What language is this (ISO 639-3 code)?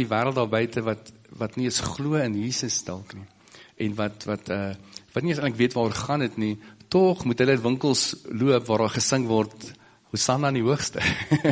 afr